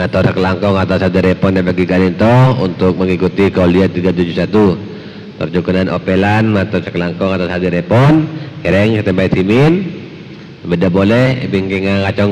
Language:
Madurese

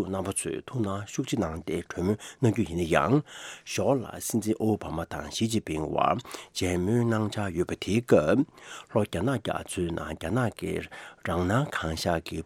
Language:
Tibetan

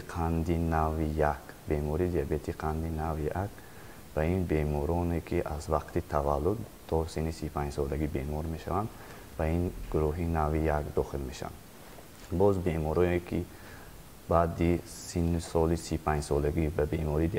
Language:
Tajik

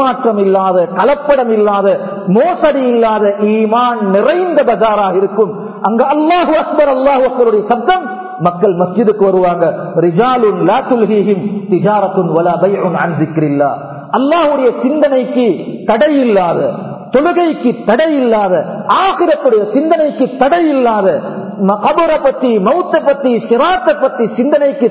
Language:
Tamil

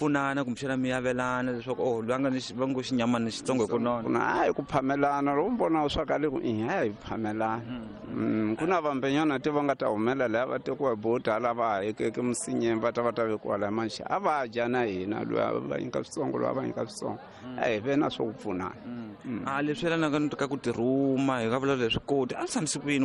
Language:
Tsonga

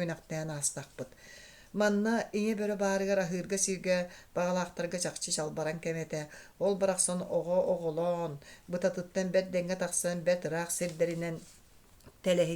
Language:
Yakut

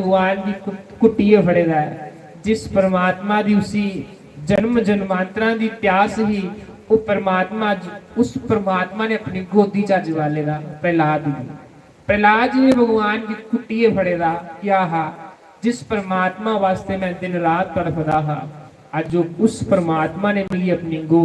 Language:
Dogri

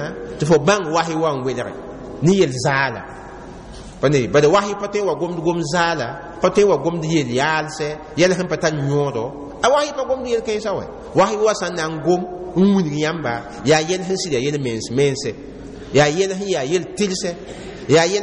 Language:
Mossi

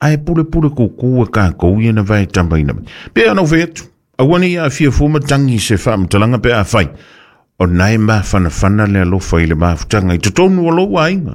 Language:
Samoan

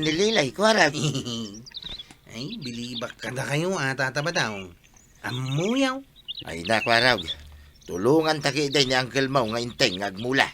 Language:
Iloko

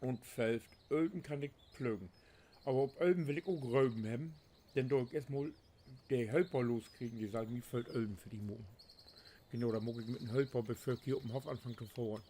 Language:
Low German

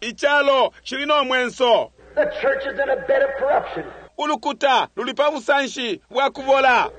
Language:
Bemba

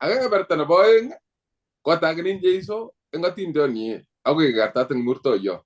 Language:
Kalenjin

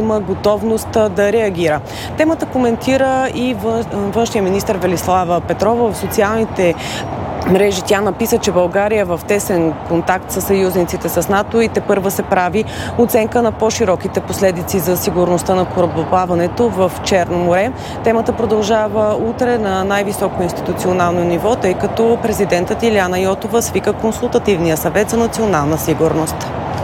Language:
Bulgarian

